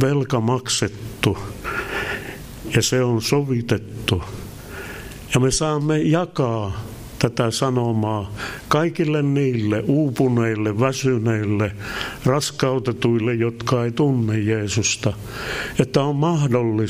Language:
Finnish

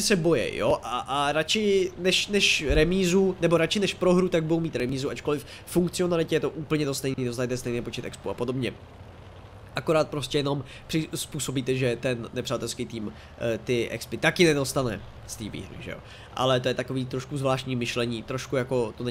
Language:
Czech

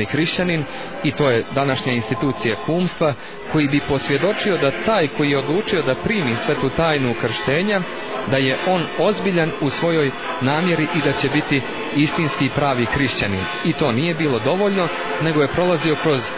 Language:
Serbian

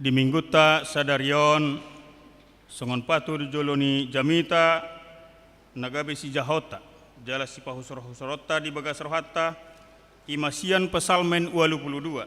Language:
Batak Toba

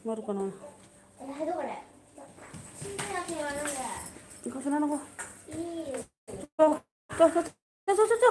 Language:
Manipuri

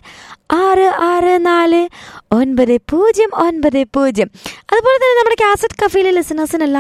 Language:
Malayalam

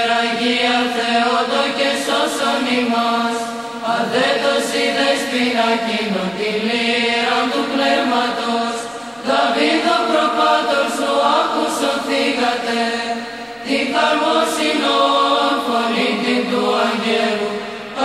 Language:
Greek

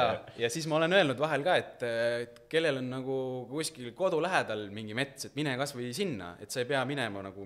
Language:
Estonian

